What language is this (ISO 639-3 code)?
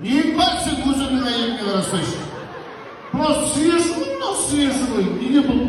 kaz